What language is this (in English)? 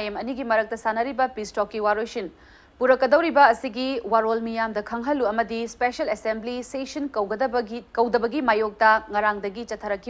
Manipuri